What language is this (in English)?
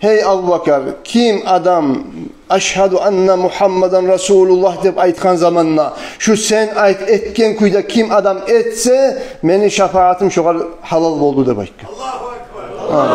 Kumyk